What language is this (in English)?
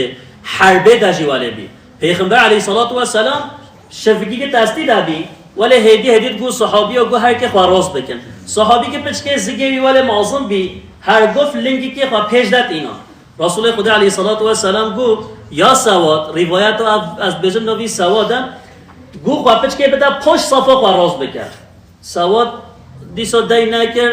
Kurdish